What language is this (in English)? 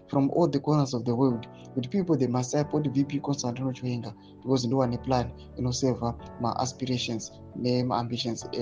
Shona